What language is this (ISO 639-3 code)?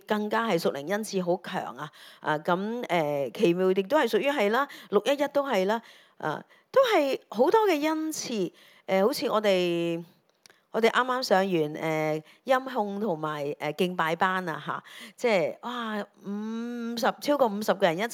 yue